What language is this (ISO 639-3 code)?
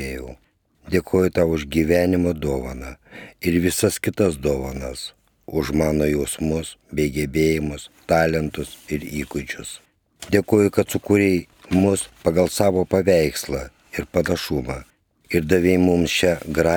lit